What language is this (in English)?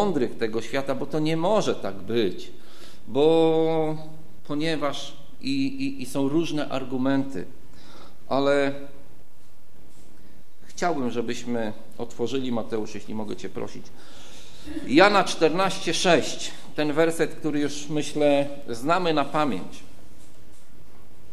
Polish